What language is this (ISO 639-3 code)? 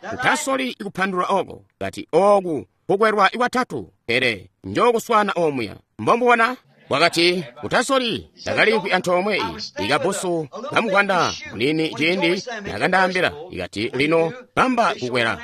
toi